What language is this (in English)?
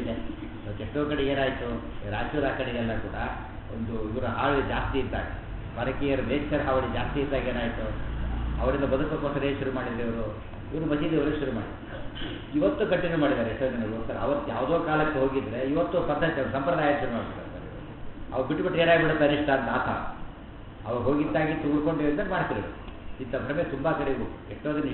Kannada